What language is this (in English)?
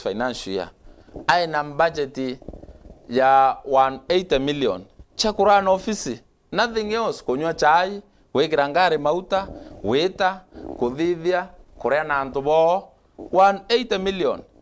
Meru